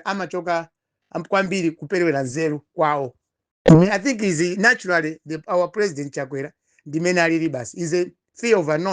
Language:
Nyanja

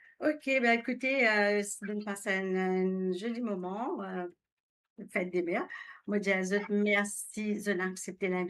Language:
Morisyen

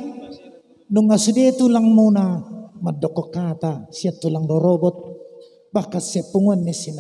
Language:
Batak Toba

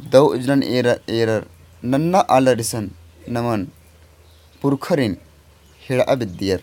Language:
Kurukh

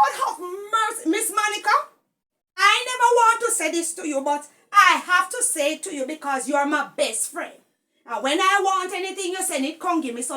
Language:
Jamaican Creole English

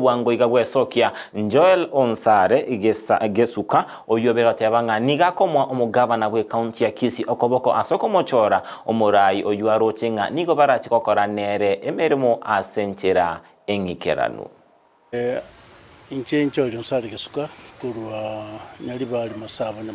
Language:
Gusii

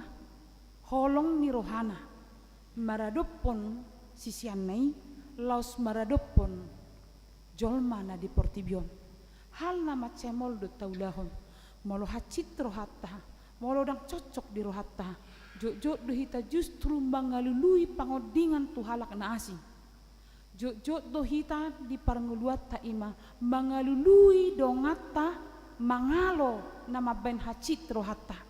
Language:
Batak Toba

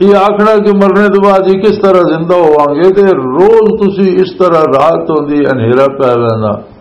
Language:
Western Panjabi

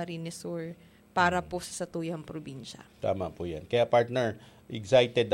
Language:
Bikol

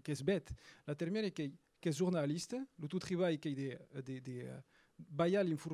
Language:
Occitan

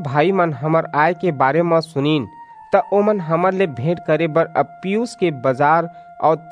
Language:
Chhattisgarhi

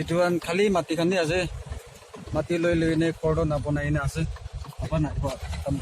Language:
Naga Pidgin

